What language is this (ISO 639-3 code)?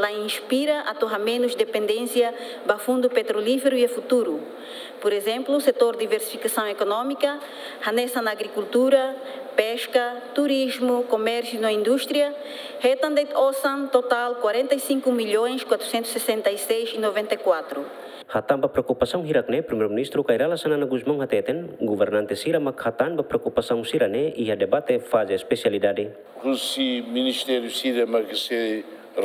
tet